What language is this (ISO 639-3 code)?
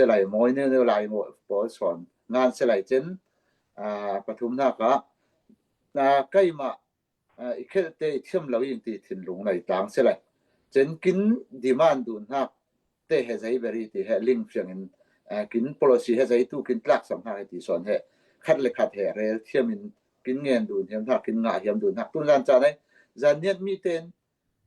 cfm